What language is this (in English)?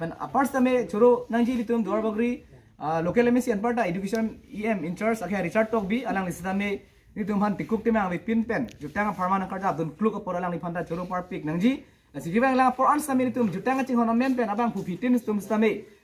Karbi